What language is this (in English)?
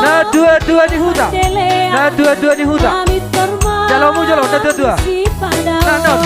Batak Toba